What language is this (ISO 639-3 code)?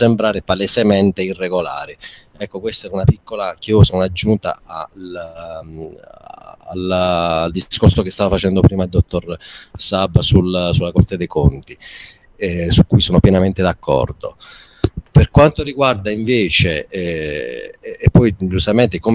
ita